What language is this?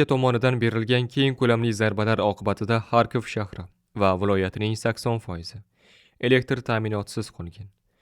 Uzbek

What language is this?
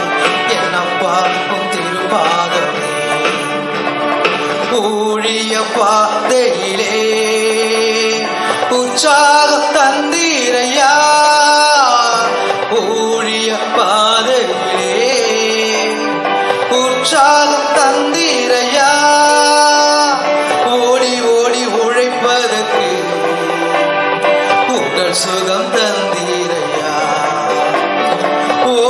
Tamil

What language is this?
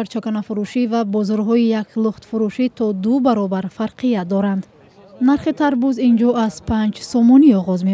Tajik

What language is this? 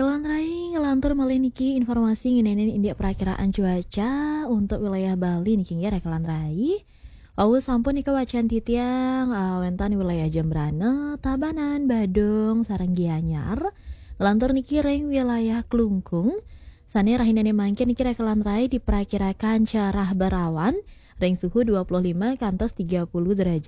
Balinese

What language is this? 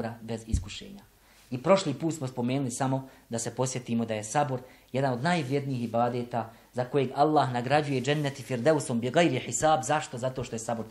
Bosnian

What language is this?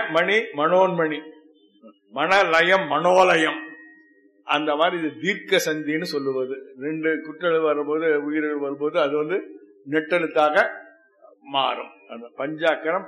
Tamil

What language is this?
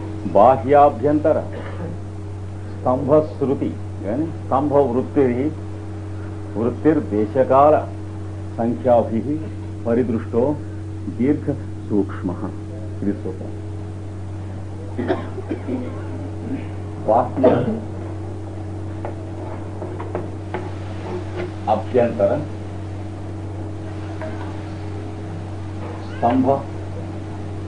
Telugu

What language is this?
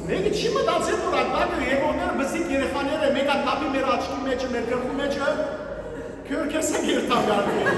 Western Armenian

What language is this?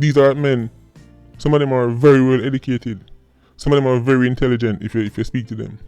Jamaican Creole English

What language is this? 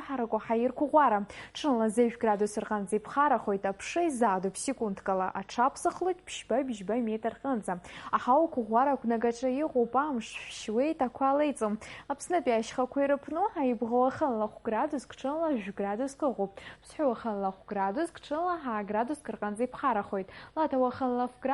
Abkhazian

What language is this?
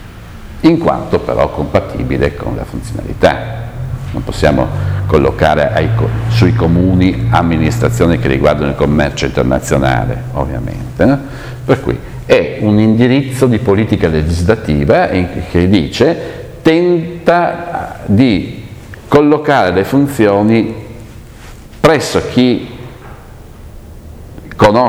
Italian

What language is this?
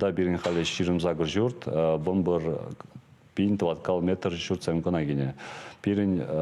Chuvash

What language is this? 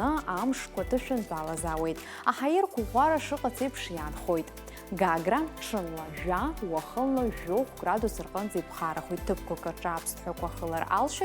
Abkhazian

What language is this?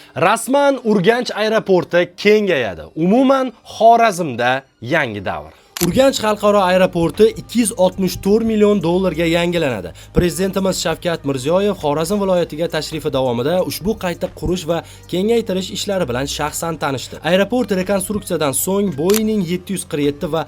Uzbek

